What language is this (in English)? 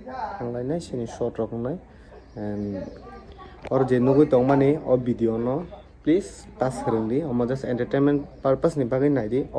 Kok Borok